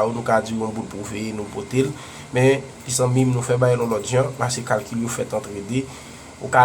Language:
Haitian Creole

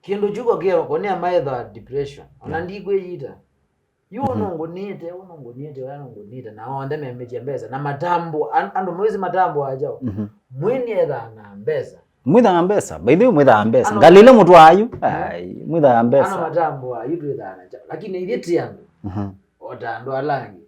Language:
Kamba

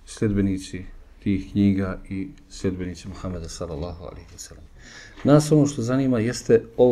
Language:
Bosnian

